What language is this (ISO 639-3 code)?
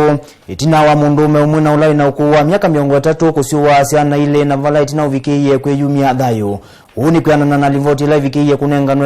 kam